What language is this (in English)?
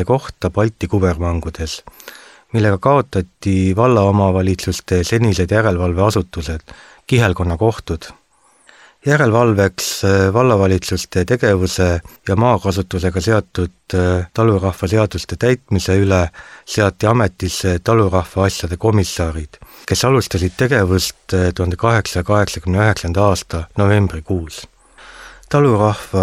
Estonian